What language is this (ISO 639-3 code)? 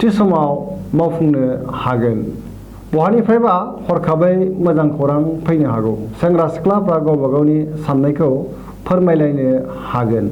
brx